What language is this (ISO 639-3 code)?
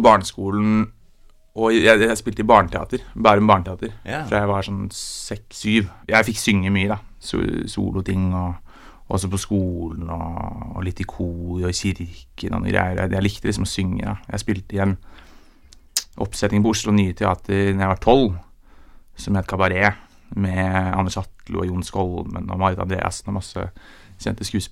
nor